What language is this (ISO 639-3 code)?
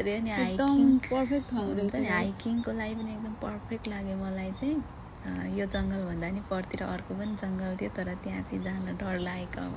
nep